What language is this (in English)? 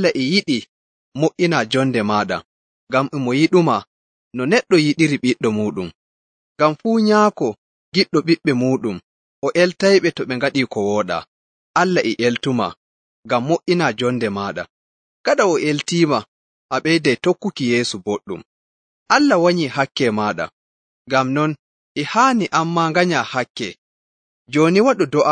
Nigerian Fulfulde